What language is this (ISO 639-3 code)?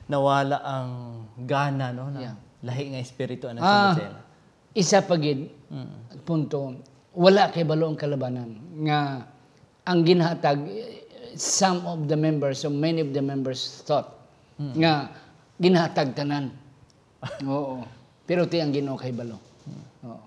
hil